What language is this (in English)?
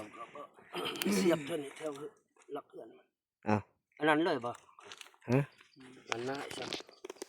Northeastern Thai